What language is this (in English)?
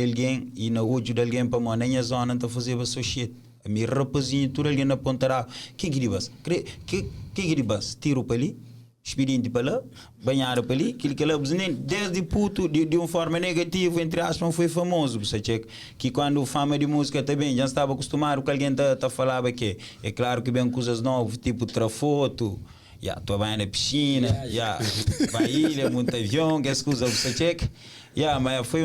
Kabuverdianu